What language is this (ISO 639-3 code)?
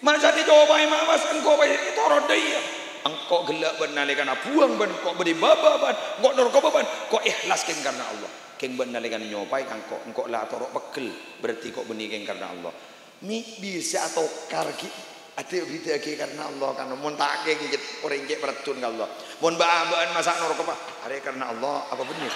mad